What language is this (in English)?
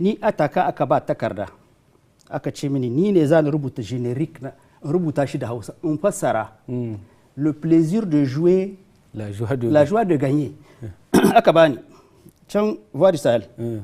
Hausa